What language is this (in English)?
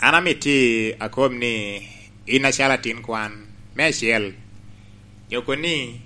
Lango (Uganda)